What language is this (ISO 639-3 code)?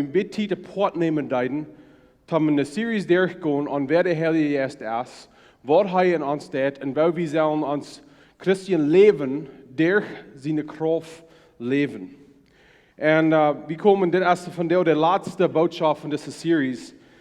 pdt